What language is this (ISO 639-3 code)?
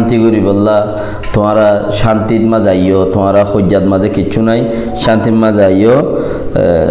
rhg